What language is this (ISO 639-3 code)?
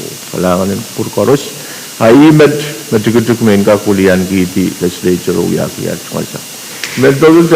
pon